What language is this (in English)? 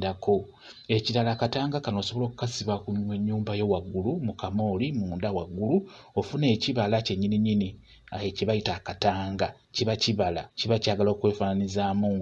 Ganda